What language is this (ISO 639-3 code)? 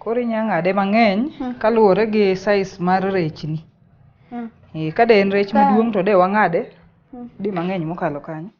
luo